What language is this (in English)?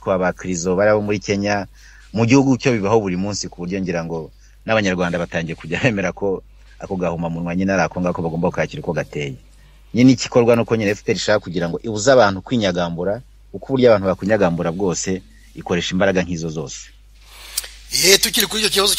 Kinyarwanda